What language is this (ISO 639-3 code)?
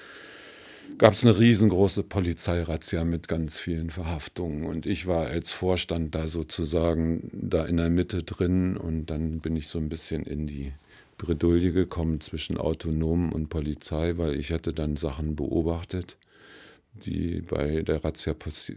deu